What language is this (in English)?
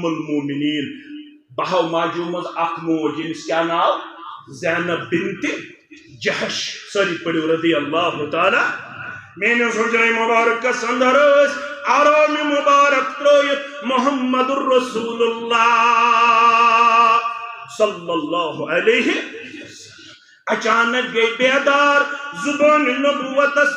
Kashmiri